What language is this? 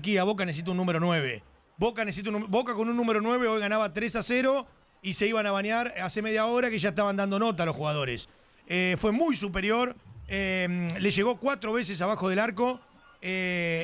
Spanish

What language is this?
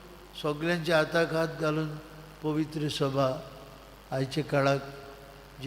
Konkani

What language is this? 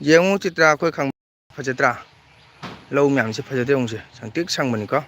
Manipuri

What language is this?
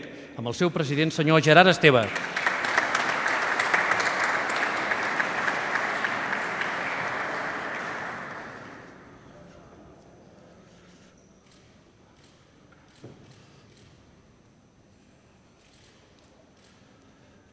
Catalan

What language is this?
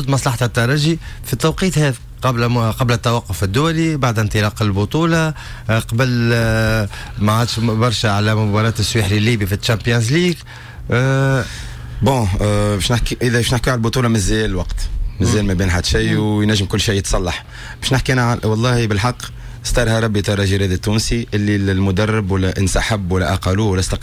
Tunisian Arabic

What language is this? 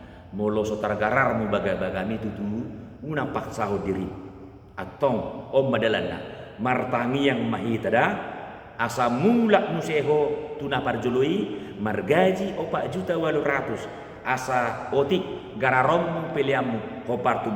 Batak Toba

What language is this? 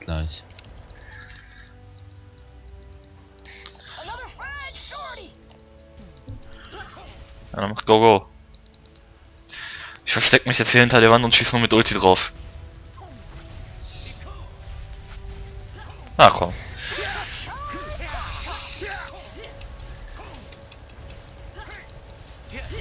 German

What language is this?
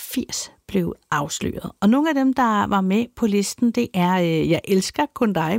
Danish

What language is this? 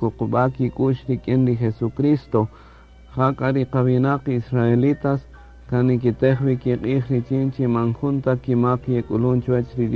Kaqchikel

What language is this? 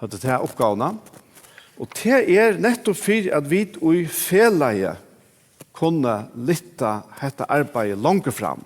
Faroese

